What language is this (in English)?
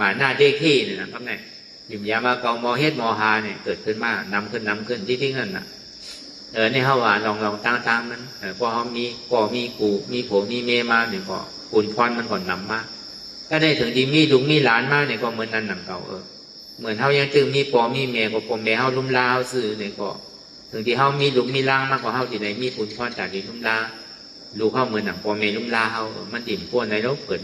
Shan